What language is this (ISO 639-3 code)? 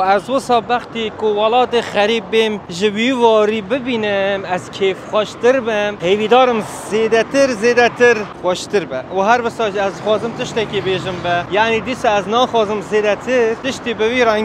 kur